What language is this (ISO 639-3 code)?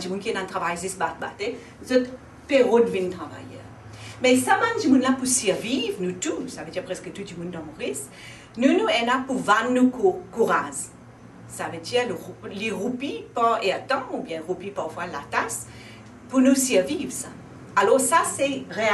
mfe